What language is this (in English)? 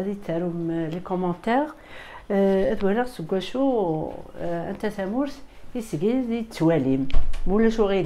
Kabyle